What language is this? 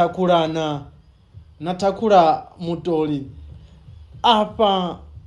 Venda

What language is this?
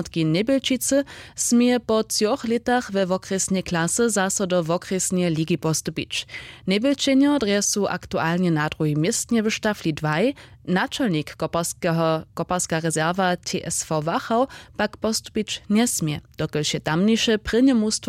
Upper Sorbian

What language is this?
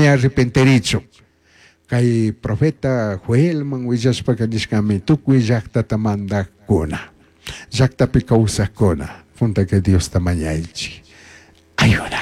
Chimborazo Highland Quichua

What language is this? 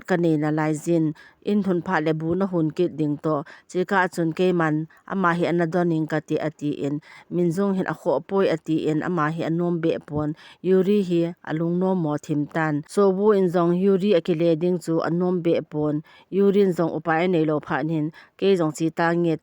Thado Chin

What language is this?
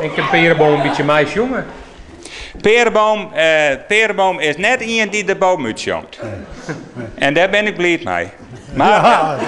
Western Frisian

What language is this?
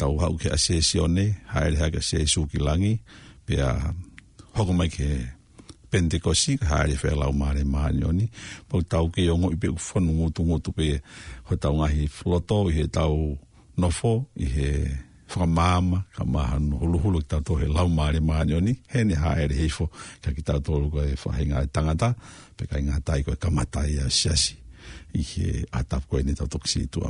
Tongan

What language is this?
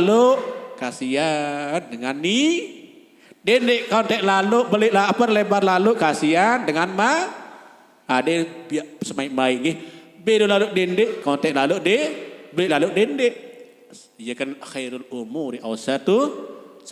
Sasak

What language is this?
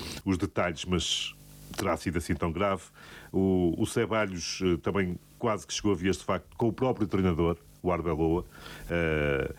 Portuguese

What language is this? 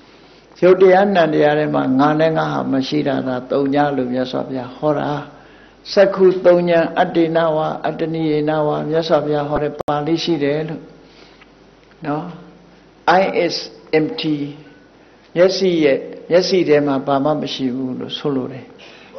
Burmese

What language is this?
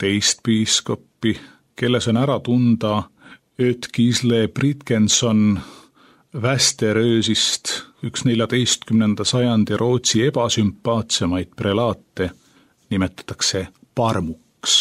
Estonian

